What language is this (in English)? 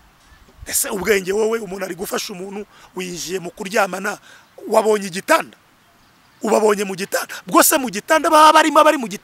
Kinyarwanda